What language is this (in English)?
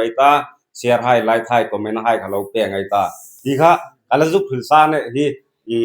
Hmar